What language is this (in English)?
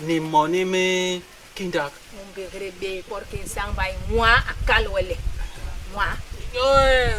Basaa